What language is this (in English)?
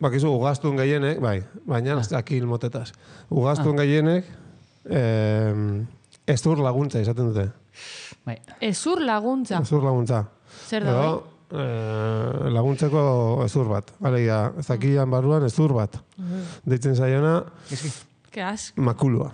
Basque